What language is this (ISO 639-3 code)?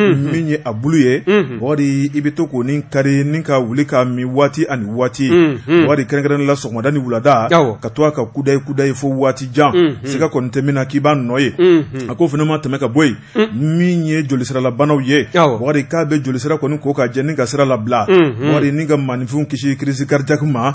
bam